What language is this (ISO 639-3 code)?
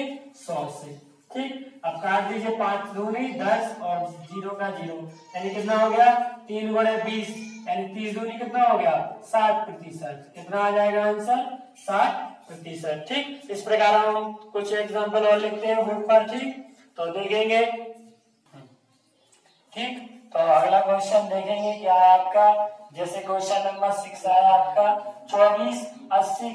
hin